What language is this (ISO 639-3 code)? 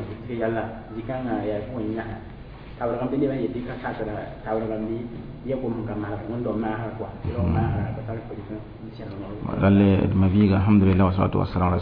mos